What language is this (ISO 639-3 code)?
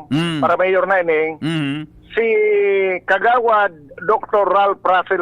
bik